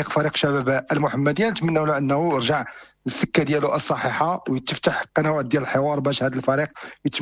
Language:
Moroccan Arabic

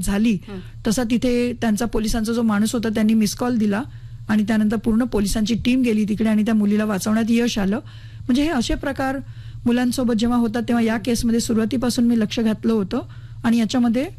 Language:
Marathi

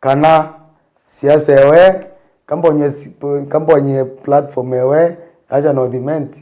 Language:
Meru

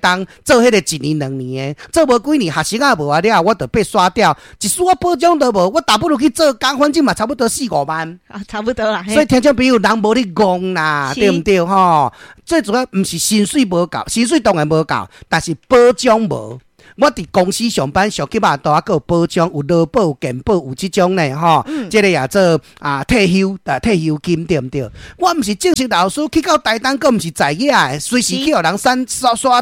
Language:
Min Nan Chinese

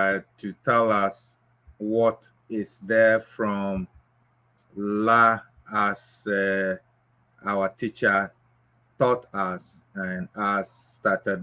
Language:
Ewe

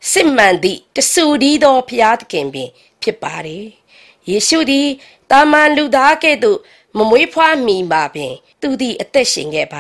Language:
Burmese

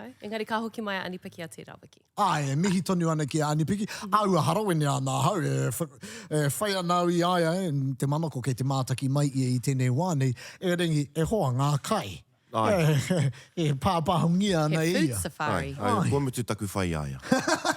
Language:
Māori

